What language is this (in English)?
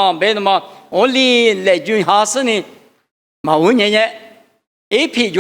Lisu